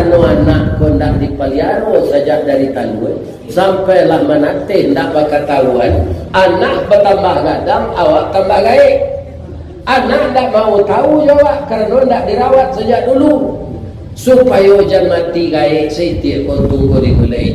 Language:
Minangkabau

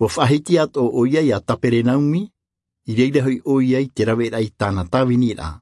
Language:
Tahitian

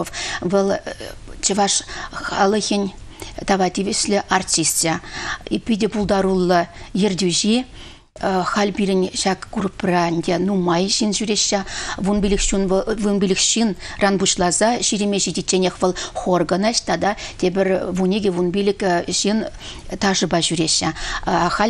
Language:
Chuvash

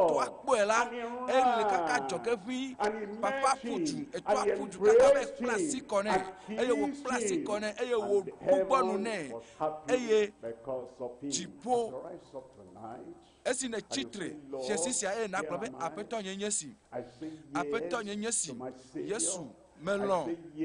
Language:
Ewe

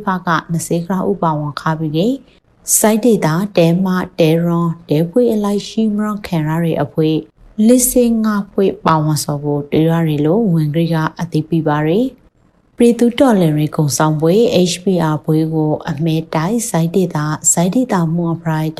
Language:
Burmese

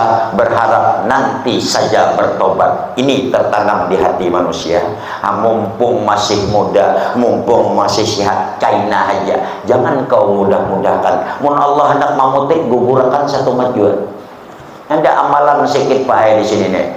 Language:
Banjar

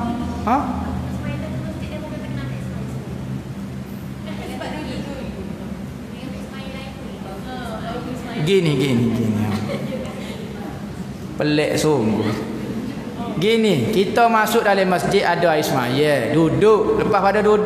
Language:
Malay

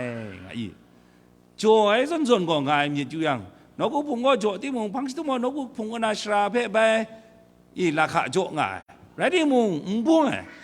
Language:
Kachin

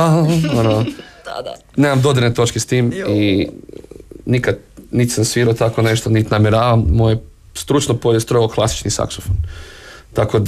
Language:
Croatian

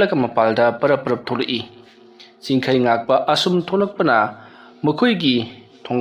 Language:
Manipuri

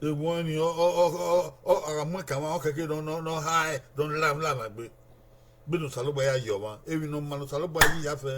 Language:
Bini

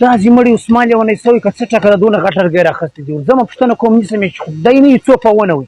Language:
Pashto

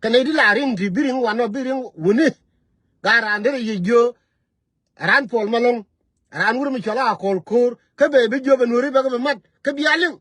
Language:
Nuer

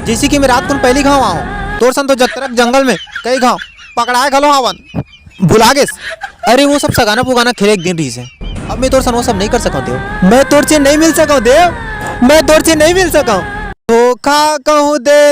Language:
Chhattisgarhi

